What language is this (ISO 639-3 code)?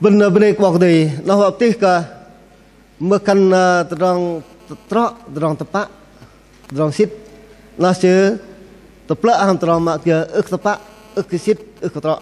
bdq